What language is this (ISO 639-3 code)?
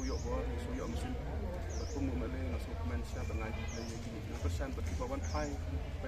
kha